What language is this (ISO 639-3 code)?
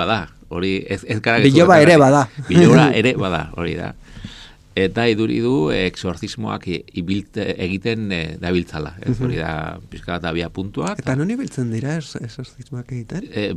eus